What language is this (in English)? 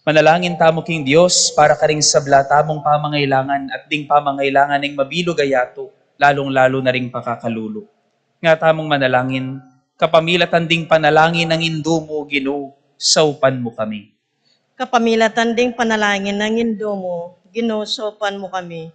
Pampanga